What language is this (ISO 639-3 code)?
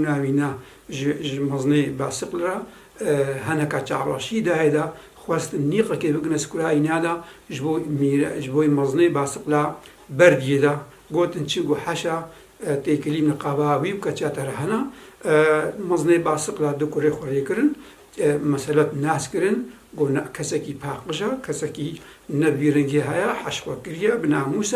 kur